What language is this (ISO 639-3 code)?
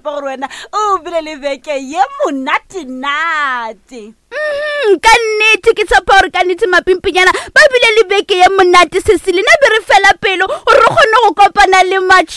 nso